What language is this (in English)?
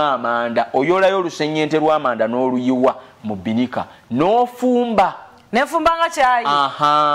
Ganda